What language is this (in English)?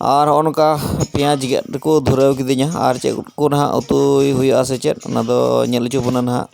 Santali